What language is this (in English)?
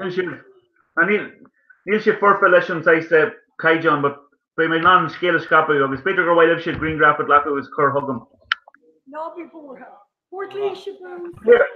Irish